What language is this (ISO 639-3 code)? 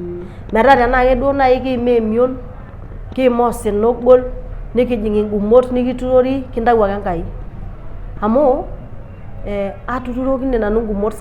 mas